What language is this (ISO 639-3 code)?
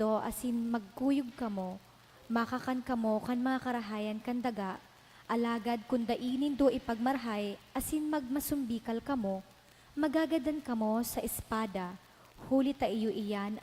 bik